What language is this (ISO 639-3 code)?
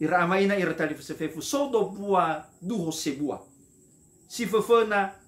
nia